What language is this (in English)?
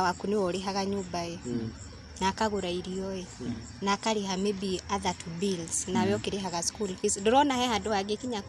Kikuyu